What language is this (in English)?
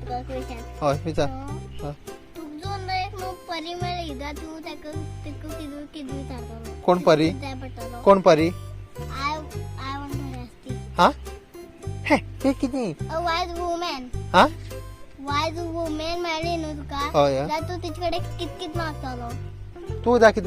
Konkani